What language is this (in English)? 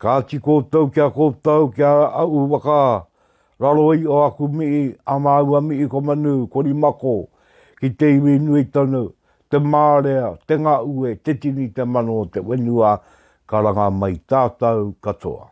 Māori